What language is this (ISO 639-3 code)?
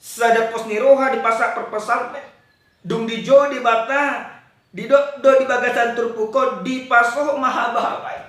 bbc